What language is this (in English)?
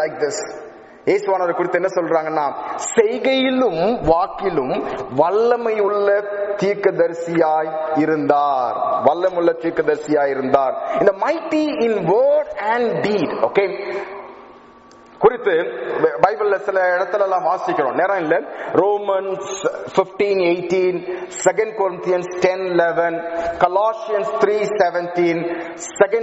Tamil